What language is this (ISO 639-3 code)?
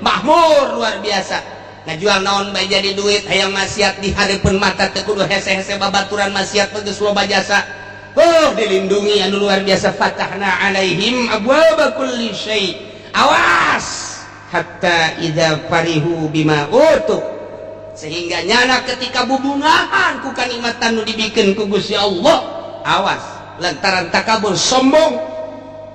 sun